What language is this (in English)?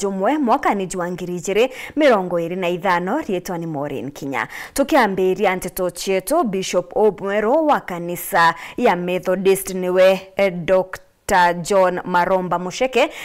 Meru